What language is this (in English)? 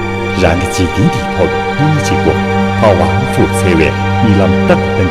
Tibetan